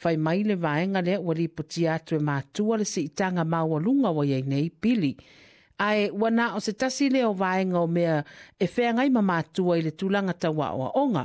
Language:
Samoan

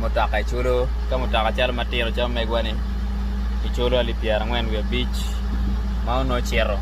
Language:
Acoli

